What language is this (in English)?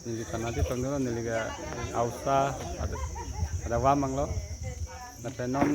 Karbi